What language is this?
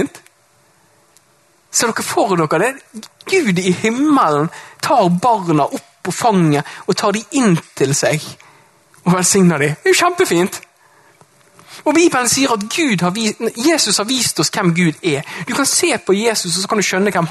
Norwegian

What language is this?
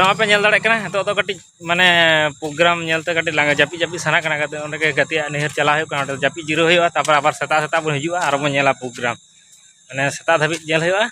Santali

